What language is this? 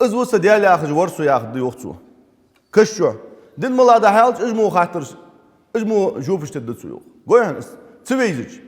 Ingush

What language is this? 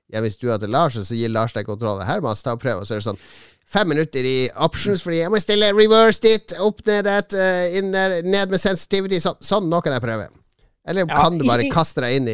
Norwegian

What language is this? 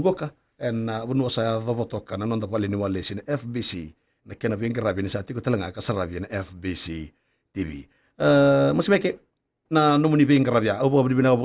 Fijian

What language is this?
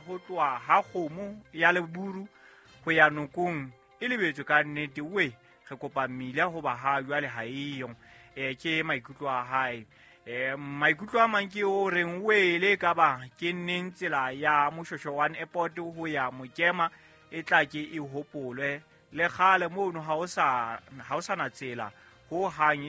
Southern Sotho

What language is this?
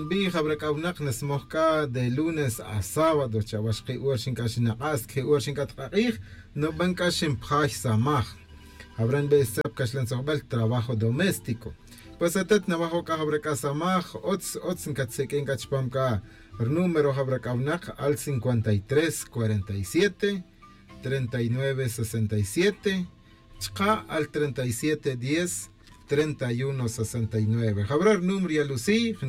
Tz'utujil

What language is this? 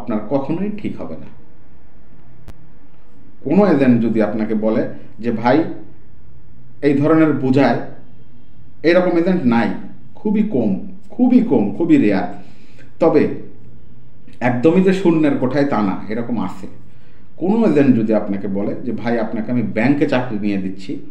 Bangla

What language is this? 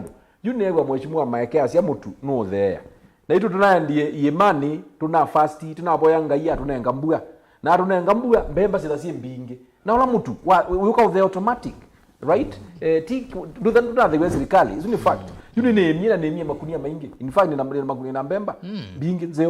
Kamba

